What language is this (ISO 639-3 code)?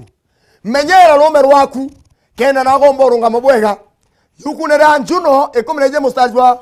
mer